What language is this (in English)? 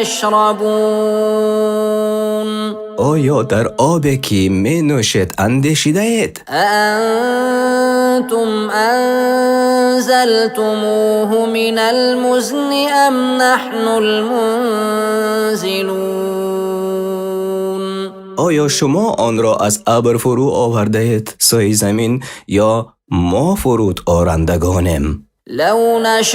Persian